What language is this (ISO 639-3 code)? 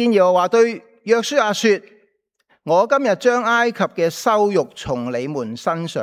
yue